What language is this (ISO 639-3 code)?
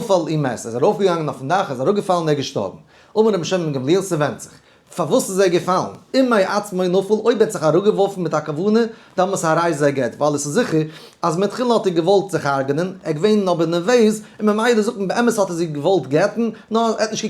yid